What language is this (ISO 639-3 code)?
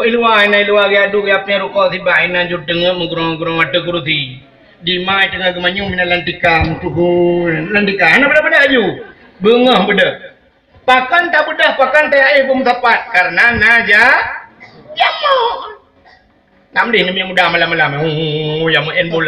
ace